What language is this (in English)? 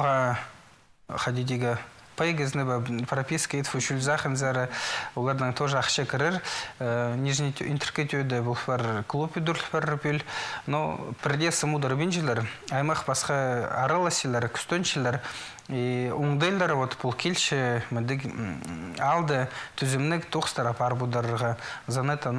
Khakas